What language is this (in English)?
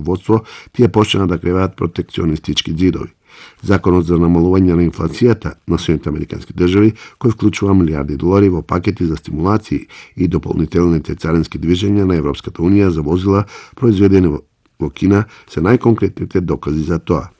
Macedonian